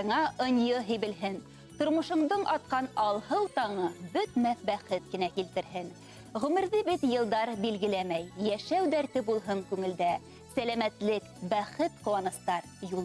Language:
Bashkir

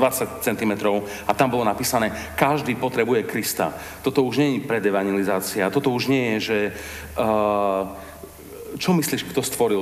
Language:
Slovak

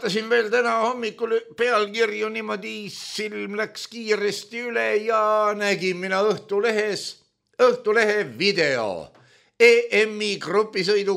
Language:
Estonian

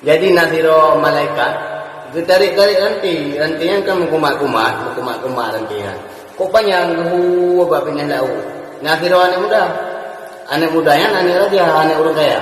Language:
Achinese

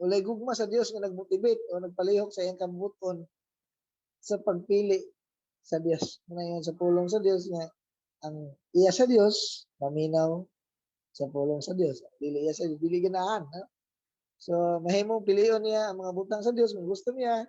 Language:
Cebuano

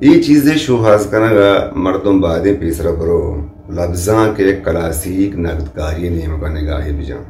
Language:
Eastern Balochi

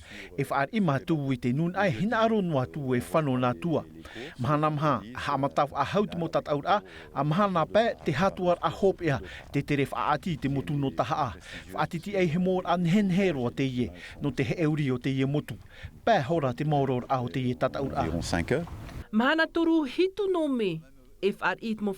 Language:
Tahitian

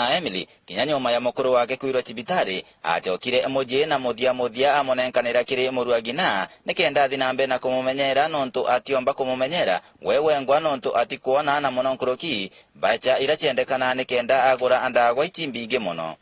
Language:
Meru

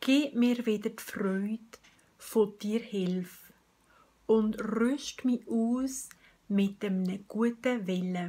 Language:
Swiss German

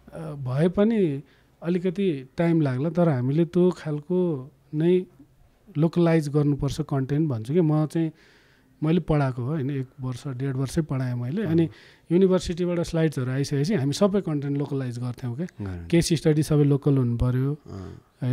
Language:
Nepali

